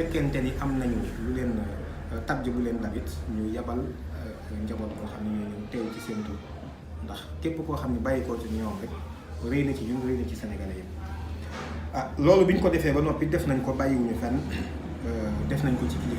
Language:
Wolof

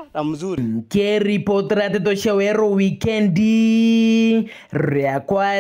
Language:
Meru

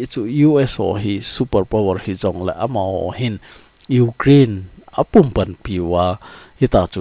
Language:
Thado Chin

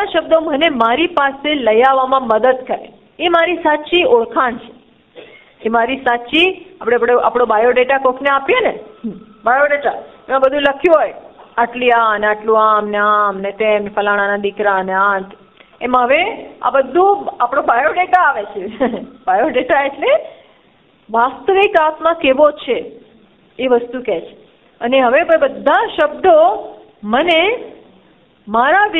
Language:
Gujarati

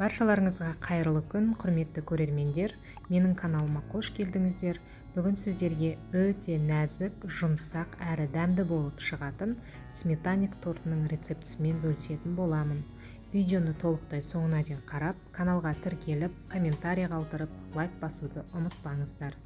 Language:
Kazakh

